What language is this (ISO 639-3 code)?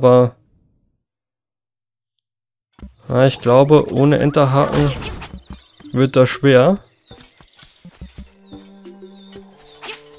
deu